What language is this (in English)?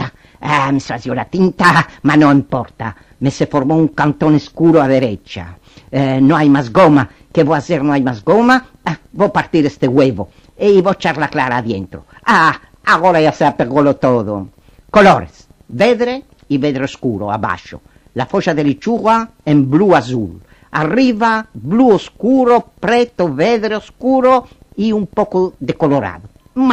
Ladino